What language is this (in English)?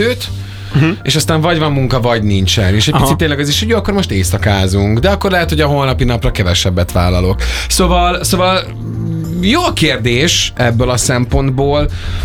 Hungarian